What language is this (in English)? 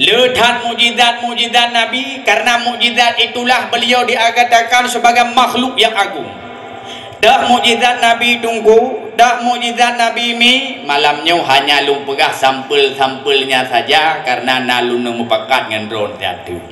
Achinese